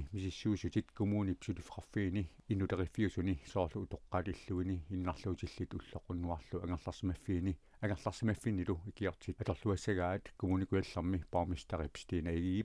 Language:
Kalaallisut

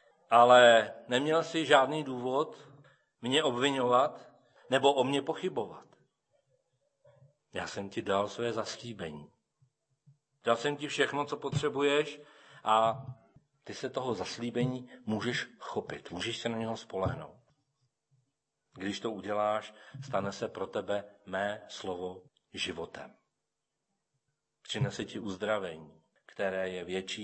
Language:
Czech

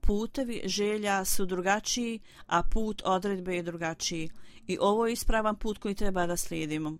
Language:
Bosnian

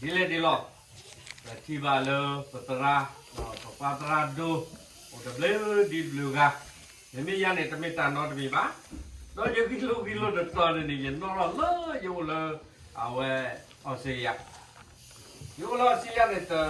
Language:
S'gaw Karen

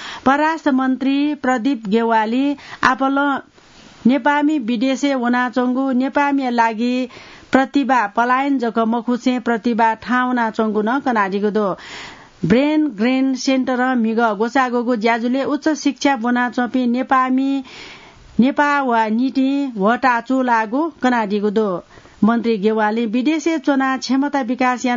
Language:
Newari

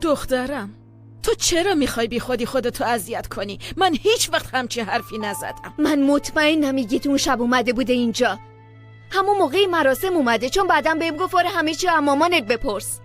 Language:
Persian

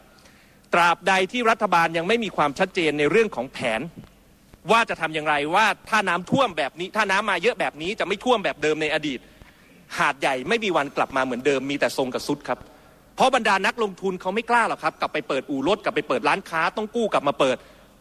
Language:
Thai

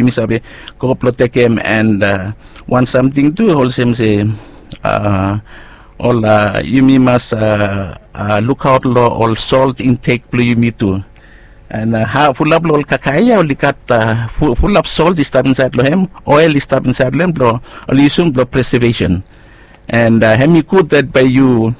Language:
Bislama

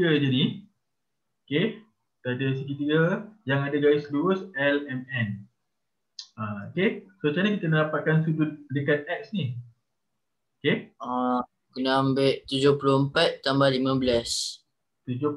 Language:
Malay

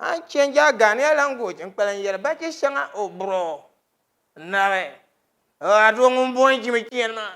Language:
Dagbani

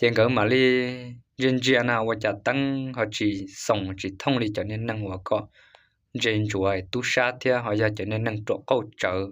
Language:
Hmong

